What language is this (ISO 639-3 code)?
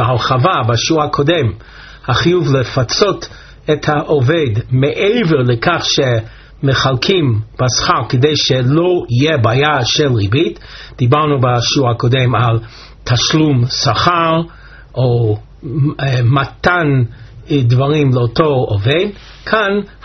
heb